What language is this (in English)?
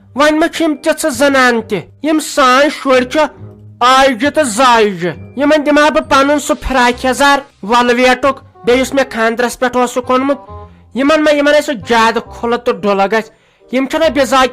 Kashmiri